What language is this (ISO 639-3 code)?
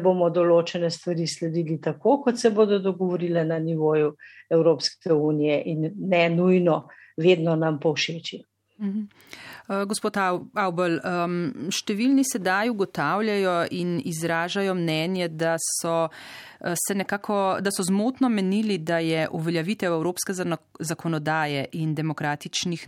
slv